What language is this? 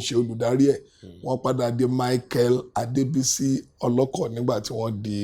Yoruba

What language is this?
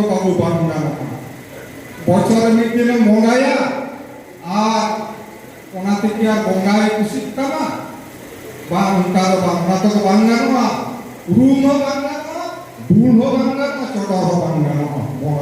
Santali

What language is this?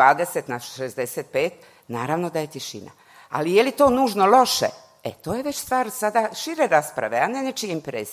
Croatian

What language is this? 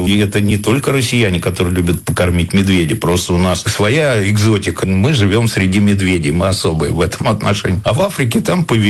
Russian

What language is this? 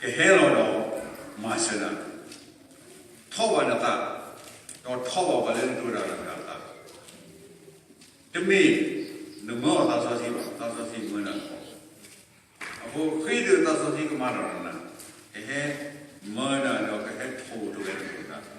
S'gaw Karen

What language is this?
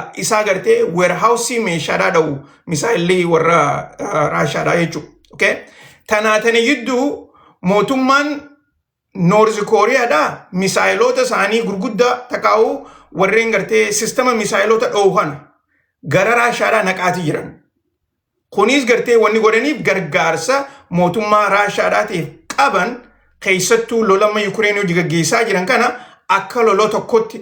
Oromo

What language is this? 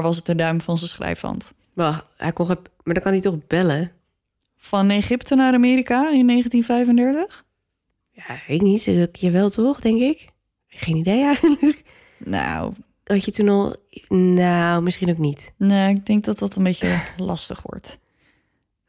Dutch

